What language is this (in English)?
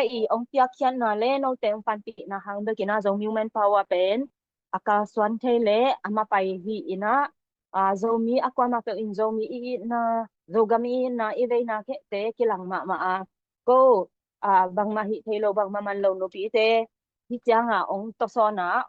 Tedim Chin